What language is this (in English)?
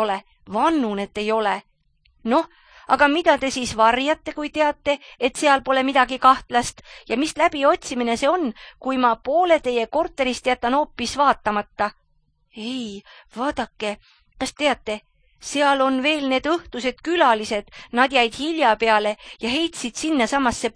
Estonian